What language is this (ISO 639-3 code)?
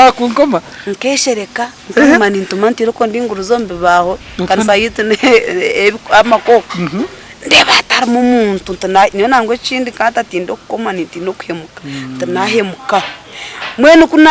nyn